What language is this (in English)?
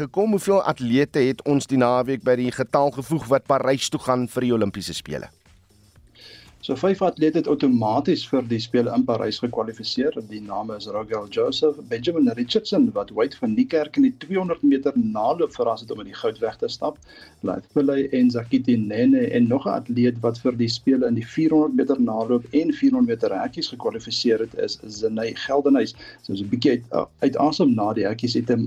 Afrikaans